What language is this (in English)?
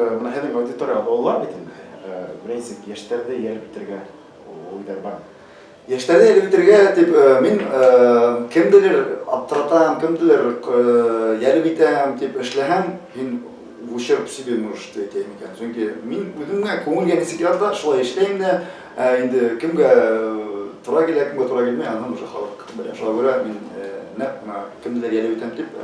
Bashkir